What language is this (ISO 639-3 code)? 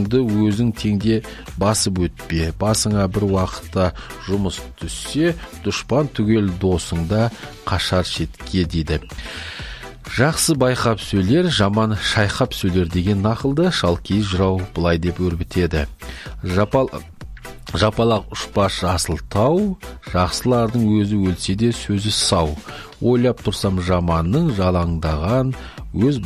kaz